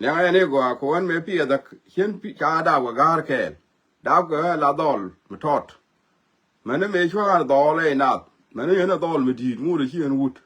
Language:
Nuer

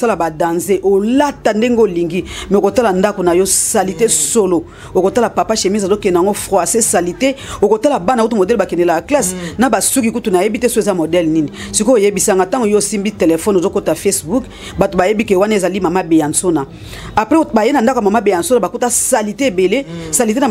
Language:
Lingala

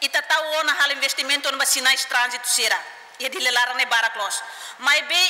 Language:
Tetum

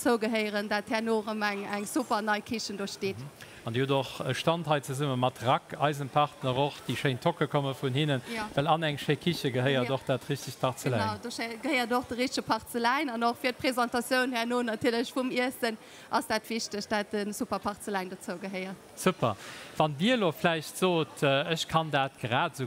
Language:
Luxembourgish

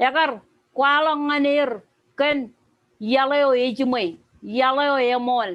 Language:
Marshallese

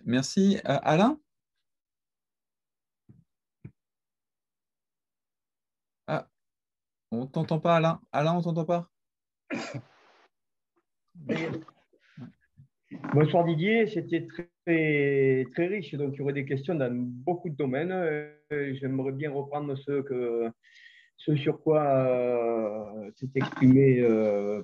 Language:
French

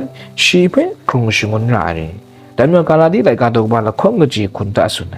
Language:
Kachin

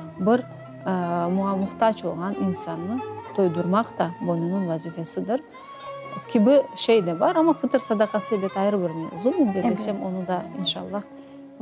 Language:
Crimean Tatar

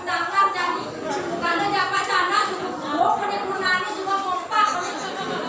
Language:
Balinese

